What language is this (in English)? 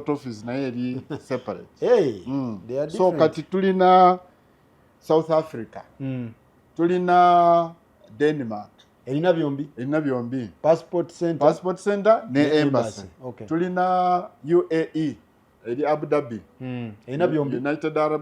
Ganda